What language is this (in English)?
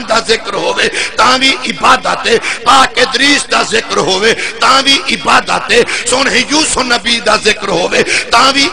Saraiki